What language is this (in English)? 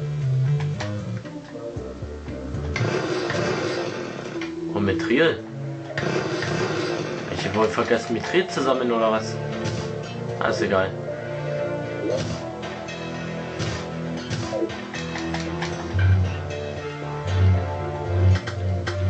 German